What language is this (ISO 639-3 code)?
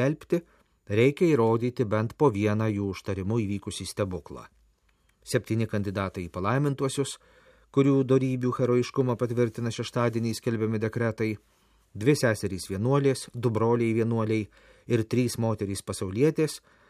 lit